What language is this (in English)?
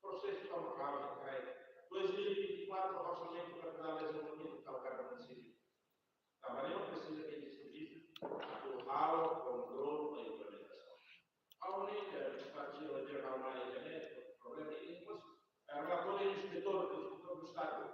Tetum